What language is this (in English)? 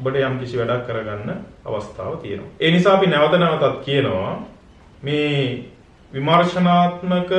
Sinhala